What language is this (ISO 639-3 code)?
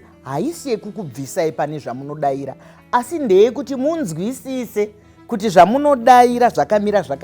sna